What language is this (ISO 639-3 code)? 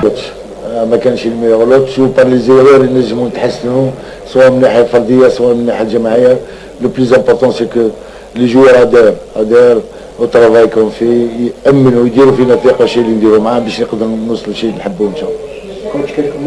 arq